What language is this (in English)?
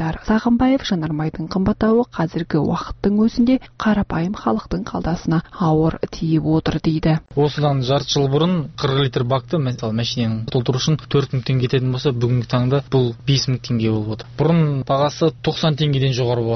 Kazakh